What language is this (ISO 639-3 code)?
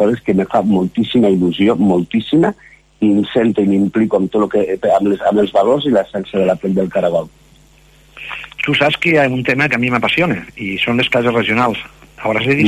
cat